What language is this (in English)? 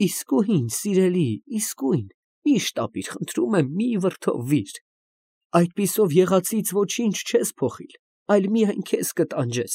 Armenian